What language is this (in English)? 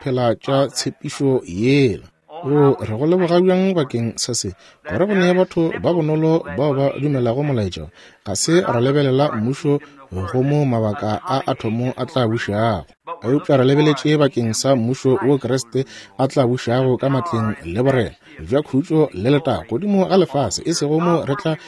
Northern Sotho